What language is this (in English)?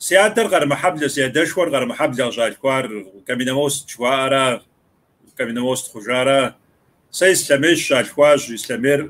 Kabardian